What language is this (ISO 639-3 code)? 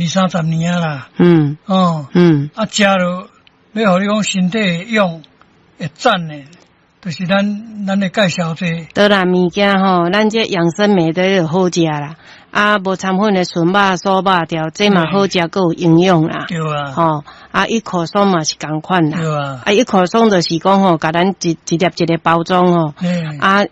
nan